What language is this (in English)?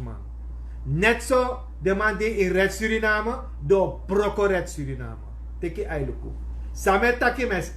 Sranan Tongo